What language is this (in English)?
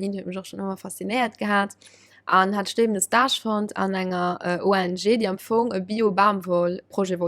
Luxembourgish